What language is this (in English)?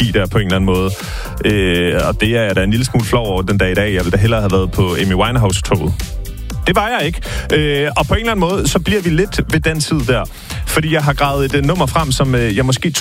Danish